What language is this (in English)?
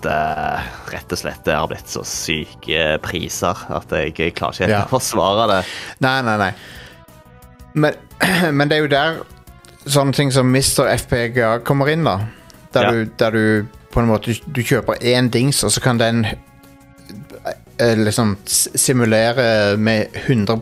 Norwegian